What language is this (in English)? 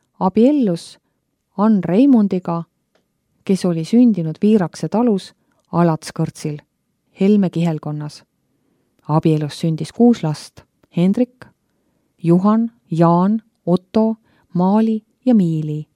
Estonian